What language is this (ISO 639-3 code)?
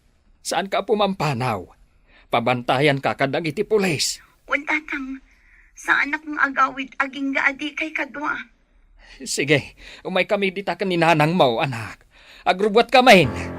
ilo